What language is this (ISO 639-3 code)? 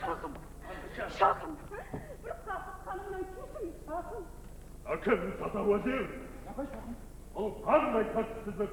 kaa